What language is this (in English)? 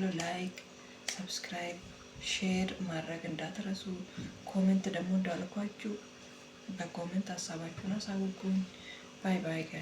Amharic